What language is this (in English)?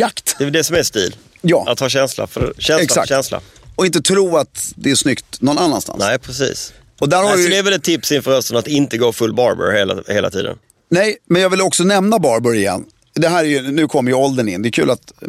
Swedish